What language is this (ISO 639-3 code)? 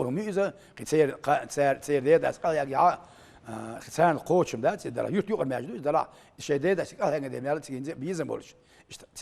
che